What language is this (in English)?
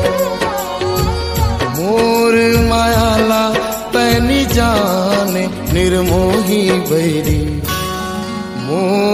Chhattisgarhi